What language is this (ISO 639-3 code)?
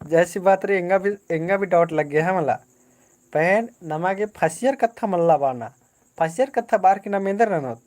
kru